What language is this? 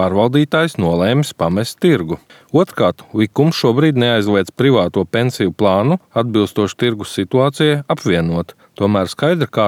Latvian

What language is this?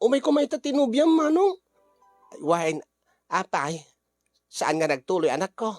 Iloko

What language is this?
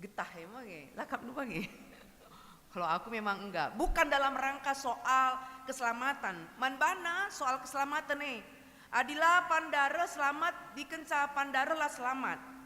Batak Karo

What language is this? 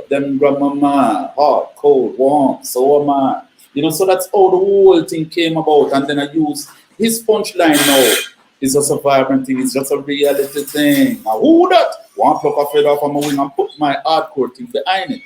Jamaican Creole English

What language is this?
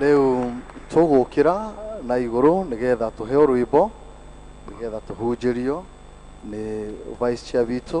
Kikuyu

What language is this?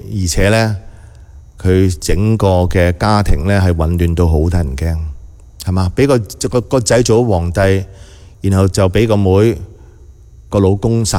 Cantonese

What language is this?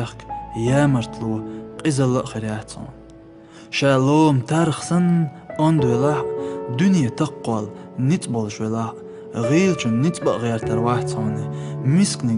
Chechen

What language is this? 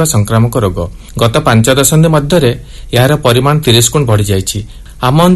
Odia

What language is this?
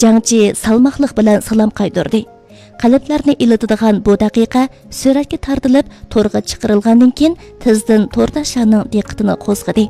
Uyghur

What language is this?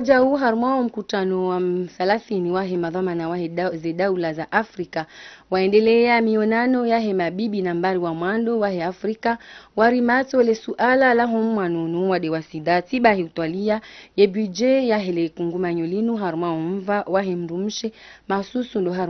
Ngazidja Comorian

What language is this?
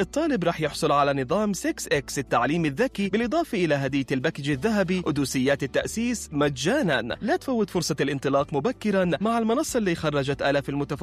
North Levantine Arabic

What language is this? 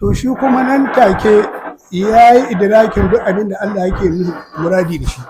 Hausa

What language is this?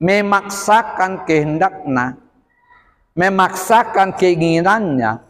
Batak Toba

